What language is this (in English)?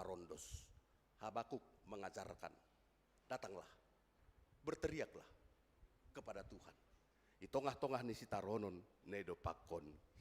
Batak Simalungun